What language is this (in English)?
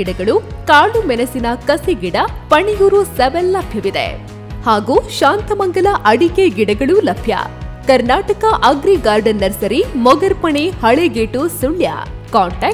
Kannada